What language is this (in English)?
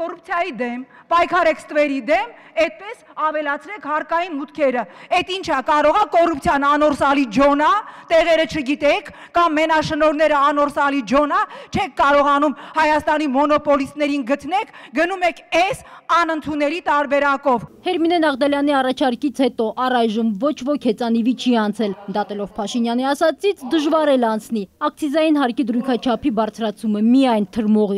Armenian